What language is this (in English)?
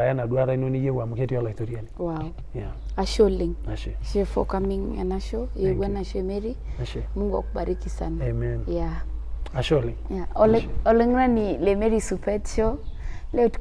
Masai